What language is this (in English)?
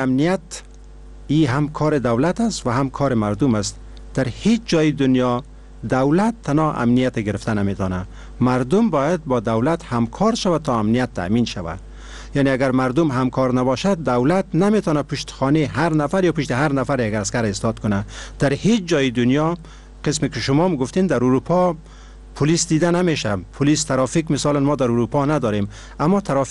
Persian